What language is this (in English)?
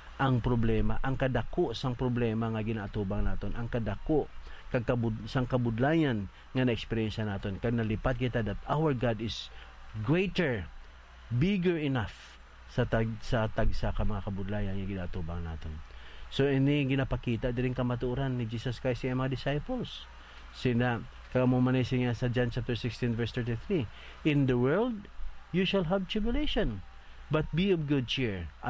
Hiligaynon